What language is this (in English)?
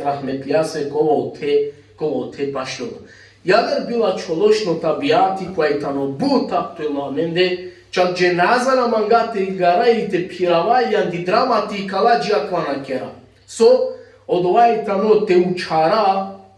Balkan Romani